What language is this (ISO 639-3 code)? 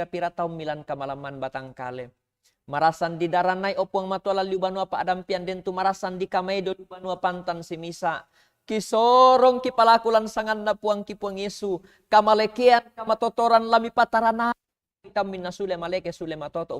sda